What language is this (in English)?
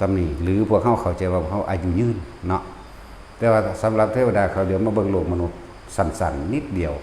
Northeastern Thai